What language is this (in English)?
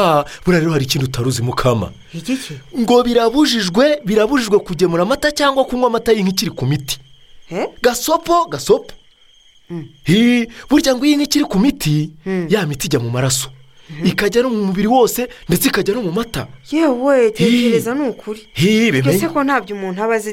Kinyarwanda